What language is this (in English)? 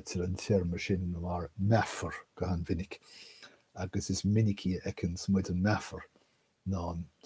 Irish